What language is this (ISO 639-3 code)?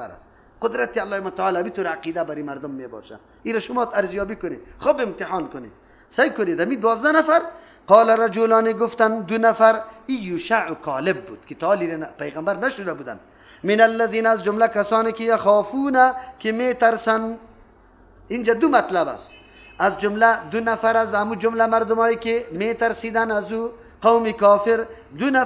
fas